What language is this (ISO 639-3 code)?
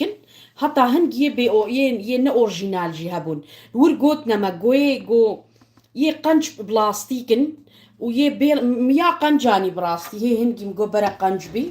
kur